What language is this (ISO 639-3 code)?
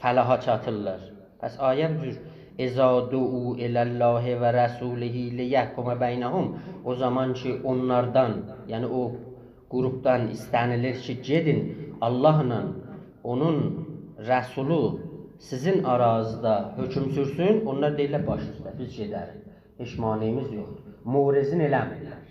azb